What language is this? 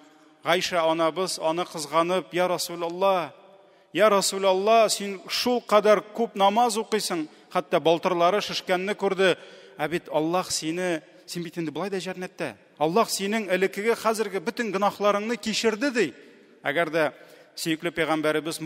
Tatar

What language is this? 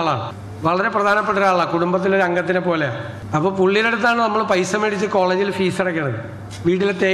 Malayalam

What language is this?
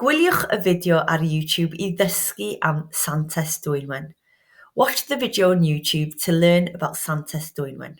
Welsh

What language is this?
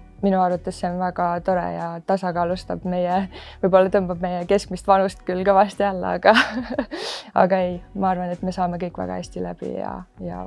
Estonian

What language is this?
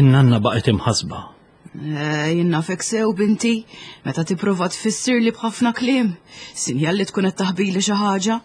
Maltese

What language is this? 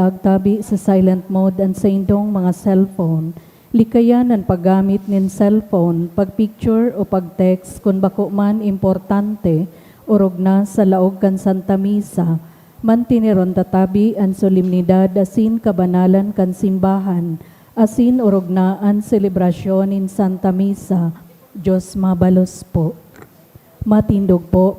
Bikol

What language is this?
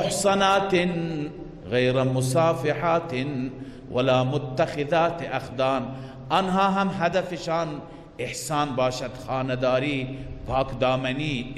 Persian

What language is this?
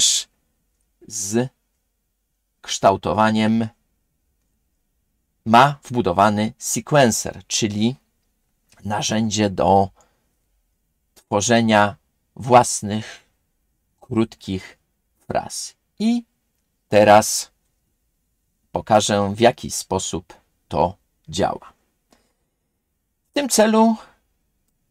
Polish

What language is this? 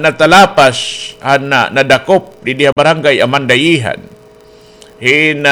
Waray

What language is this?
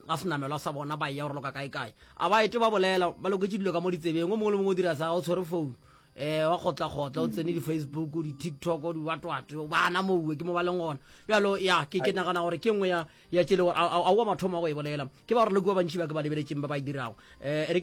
Northern Sotho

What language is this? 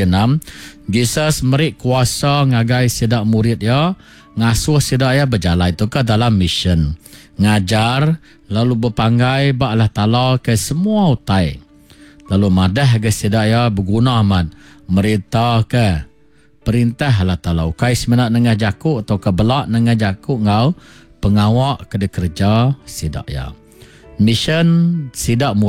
Iban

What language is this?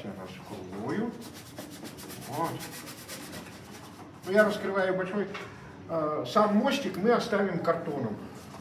Russian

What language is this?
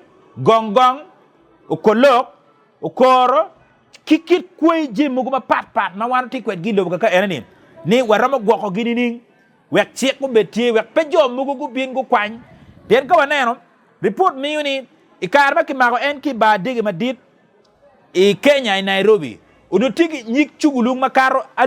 Acoli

